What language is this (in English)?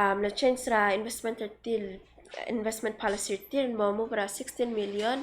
Palauan